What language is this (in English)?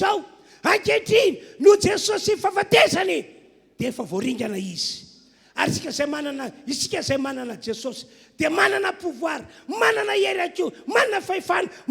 Malagasy